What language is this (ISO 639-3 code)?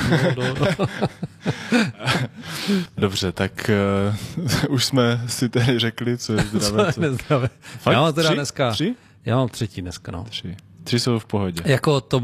ces